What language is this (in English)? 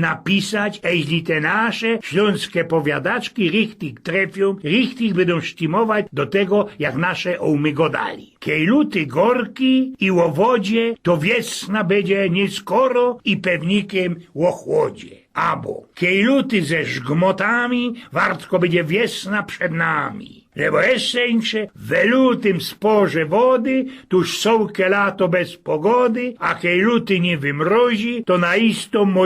Silesian